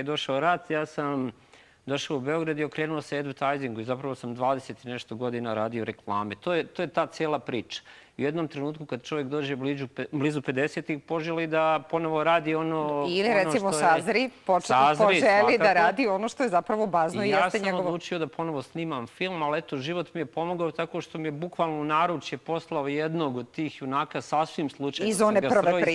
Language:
Serbian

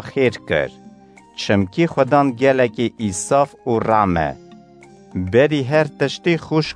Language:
Kurdish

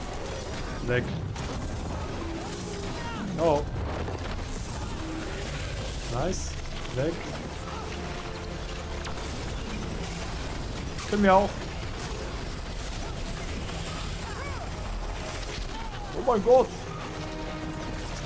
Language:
German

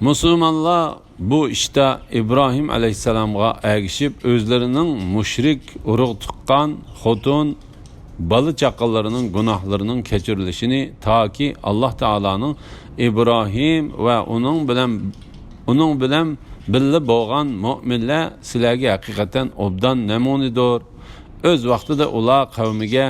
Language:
Uyghur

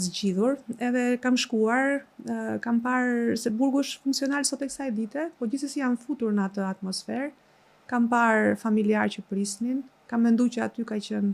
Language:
Albanian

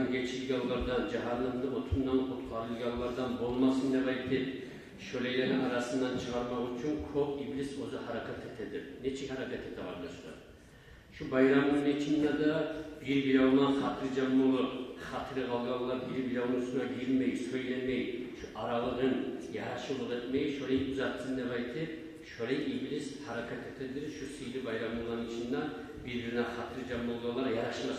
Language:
Kumyk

